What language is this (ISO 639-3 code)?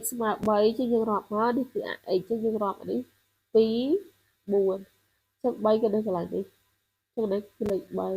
khm